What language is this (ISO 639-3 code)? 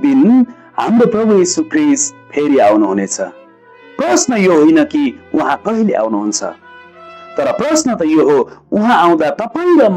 nep